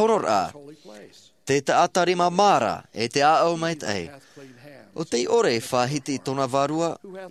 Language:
Tahitian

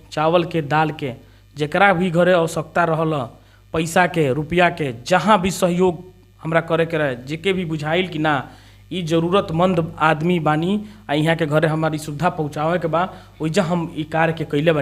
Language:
Bhojpuri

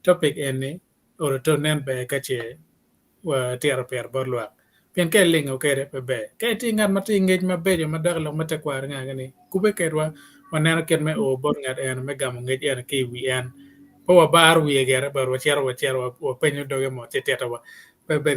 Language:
Acoli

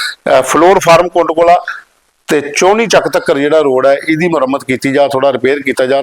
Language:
Dogri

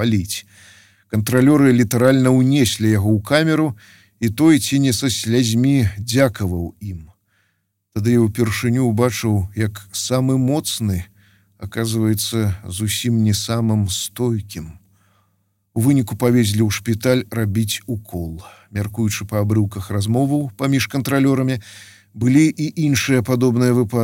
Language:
Belarusian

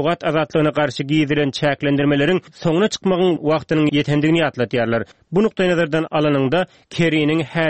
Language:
Turkmen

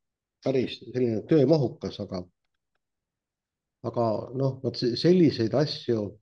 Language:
Estonian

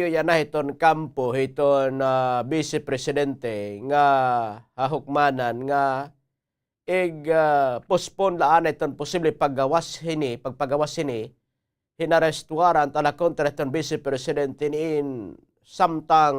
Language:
Waray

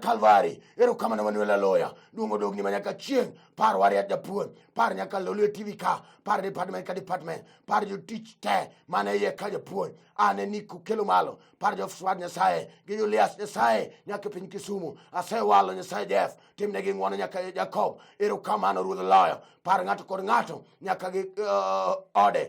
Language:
Luo (Kenya and Tanzania)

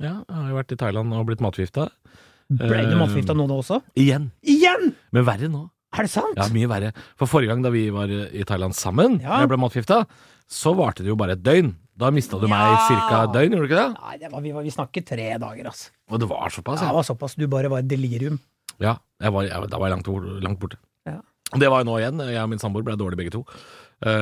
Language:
Norwegian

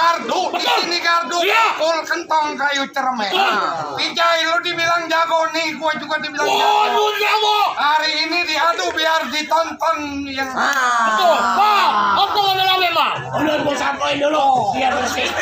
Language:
Betawi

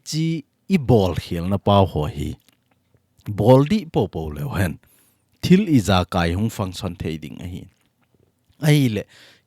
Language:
Thado Chin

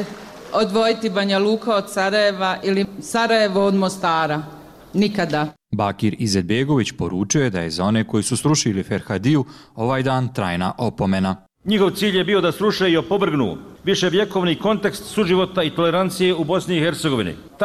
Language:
Bosnian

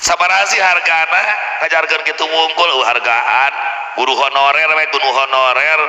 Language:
Sundanese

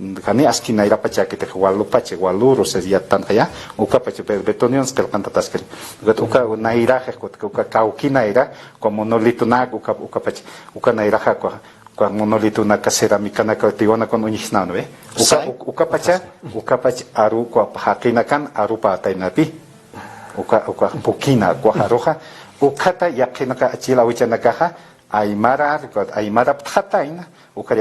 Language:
Aymara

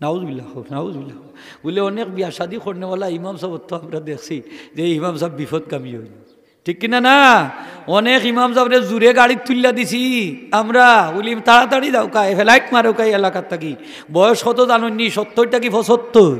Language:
Sylheti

